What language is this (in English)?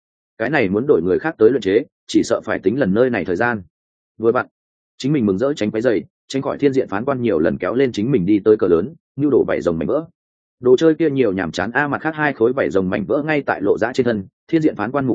Vietnamese